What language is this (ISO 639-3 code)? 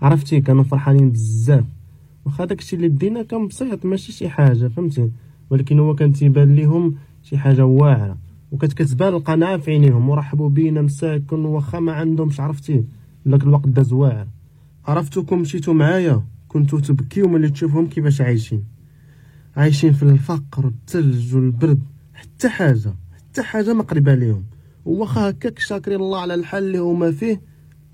ary